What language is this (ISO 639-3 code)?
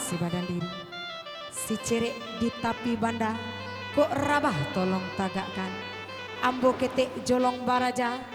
min